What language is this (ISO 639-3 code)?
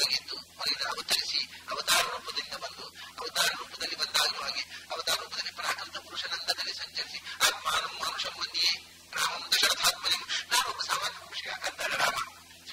kan